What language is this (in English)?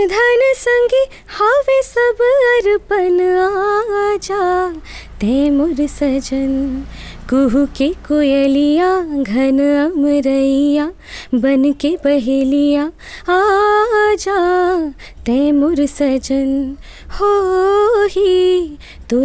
Chhattisgarhi